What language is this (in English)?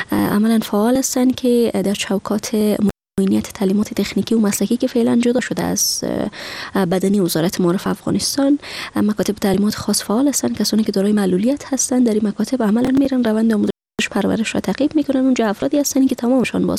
Persian